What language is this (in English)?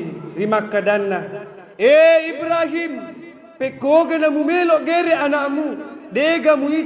Buginese